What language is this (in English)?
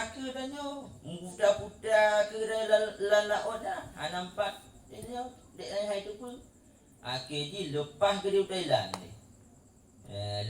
Achinese